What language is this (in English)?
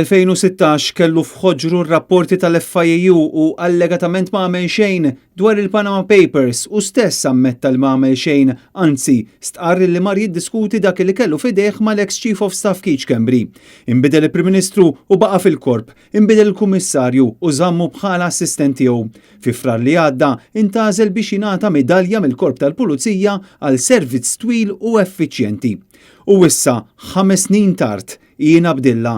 Maltese